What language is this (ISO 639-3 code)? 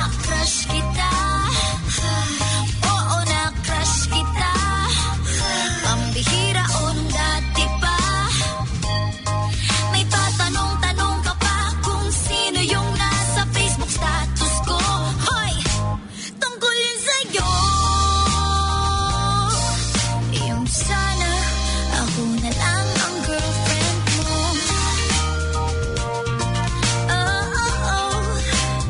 fil